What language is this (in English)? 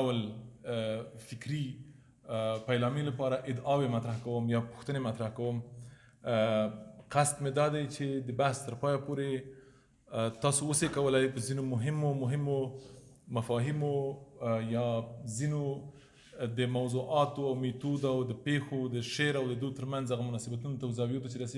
Pashto